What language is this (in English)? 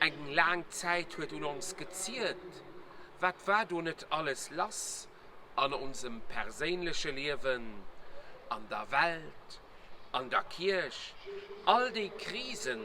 Luxembourgish